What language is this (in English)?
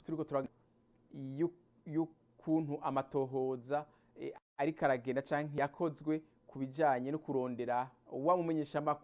Rundi